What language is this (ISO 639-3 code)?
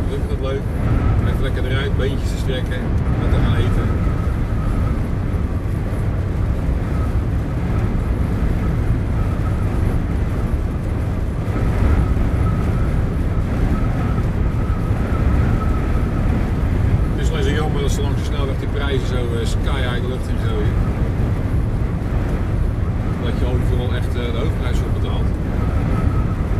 nld